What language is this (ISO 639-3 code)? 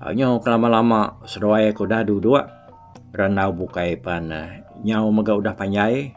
iba